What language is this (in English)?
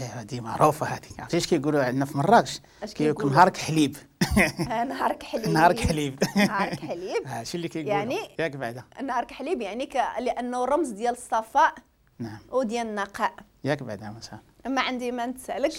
Moroccan Arabic